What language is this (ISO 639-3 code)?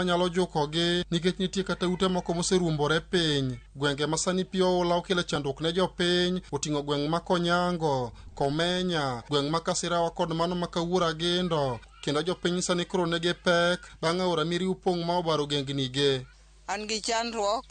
luo